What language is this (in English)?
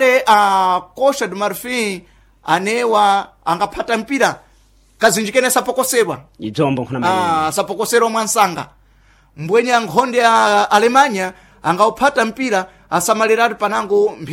Sena